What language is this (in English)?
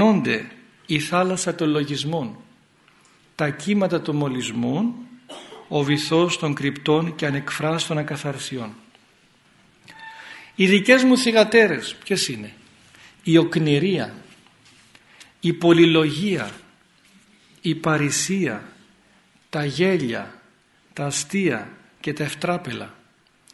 Greek